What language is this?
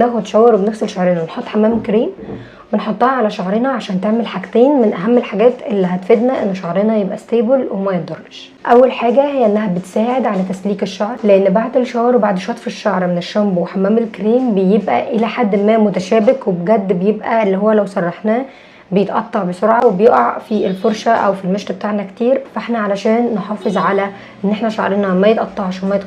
Egyptian Arabic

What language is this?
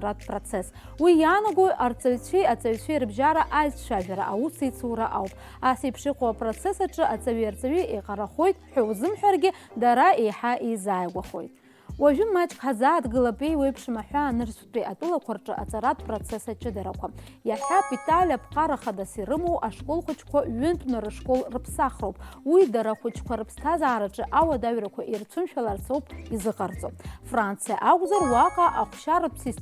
Abkhazian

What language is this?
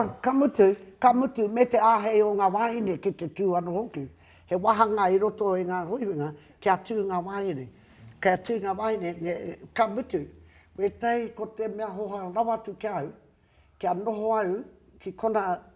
Māori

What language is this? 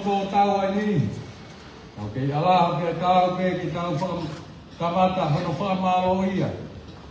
Tongan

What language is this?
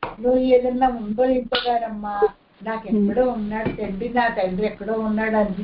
Telugu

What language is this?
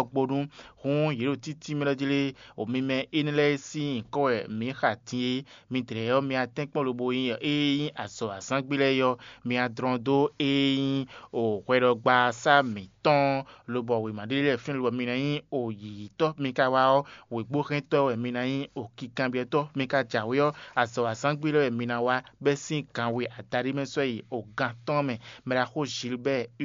Fon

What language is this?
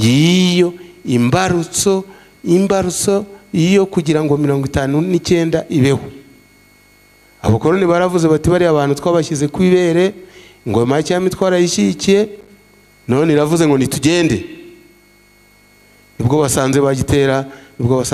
Kinyarwanda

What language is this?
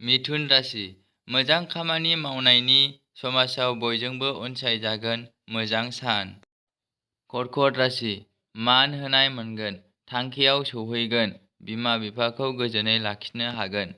Bodo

